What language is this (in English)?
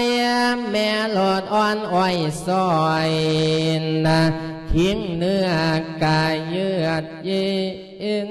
Lao